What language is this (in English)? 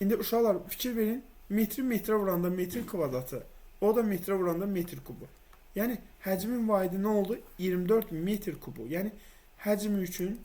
Azerbaijani